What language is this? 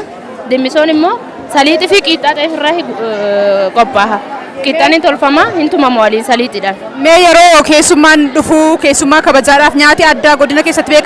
Oromo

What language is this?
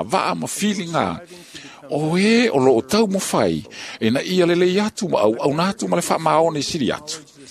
Samoan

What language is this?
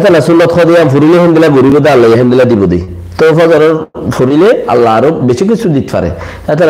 Rohingya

